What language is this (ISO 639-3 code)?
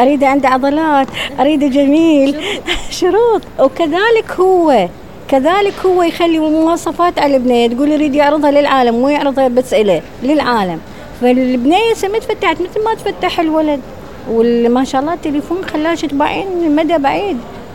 acm